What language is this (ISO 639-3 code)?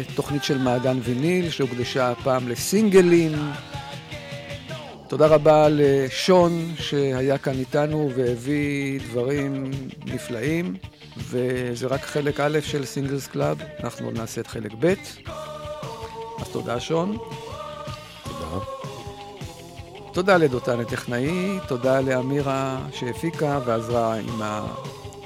heb